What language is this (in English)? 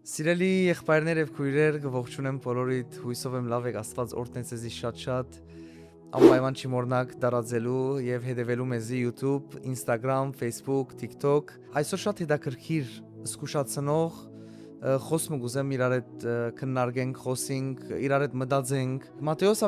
Western Armenian